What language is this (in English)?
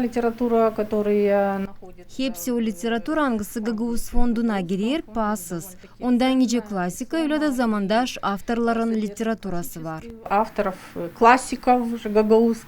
Gagauz